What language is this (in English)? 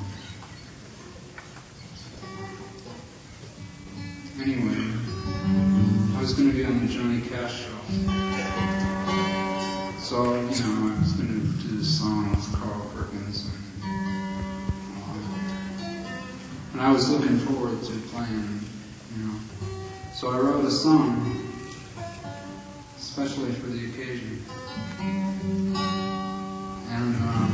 English